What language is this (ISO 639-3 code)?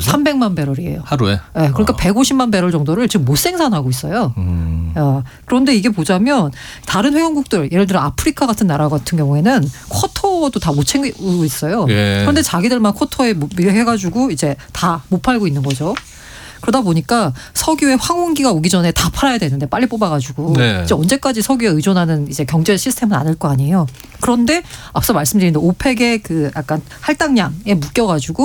kor